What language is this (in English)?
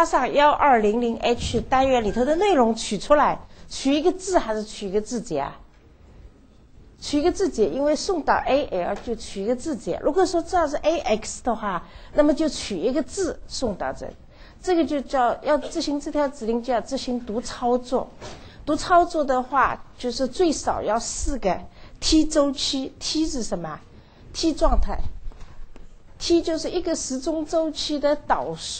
Chinese